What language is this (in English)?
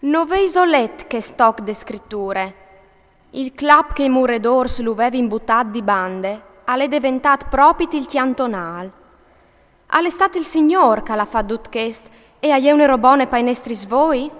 Friulian